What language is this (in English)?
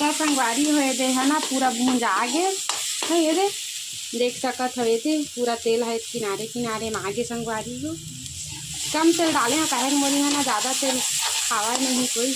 Chhattisgarhi